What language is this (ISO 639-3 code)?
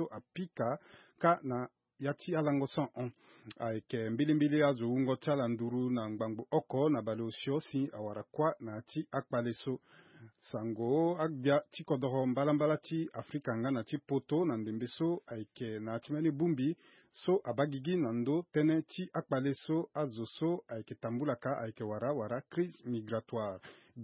sag